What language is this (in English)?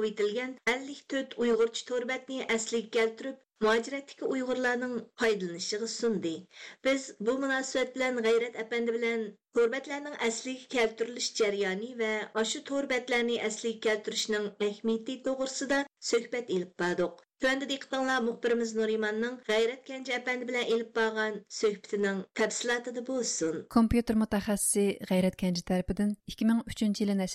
Uyghur